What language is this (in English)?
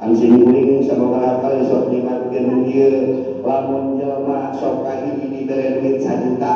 Sundanese